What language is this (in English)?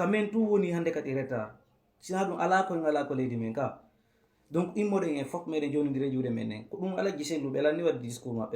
Fula